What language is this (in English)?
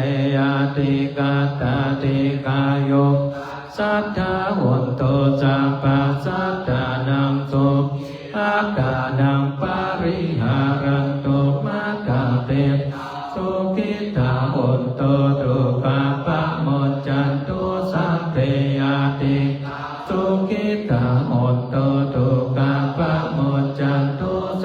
Pali